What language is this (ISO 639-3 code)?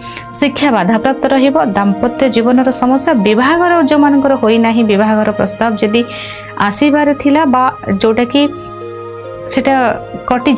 ori